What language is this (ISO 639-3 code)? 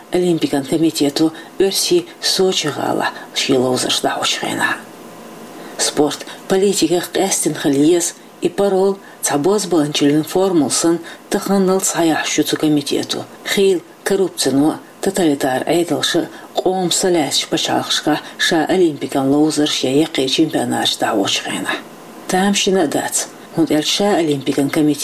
che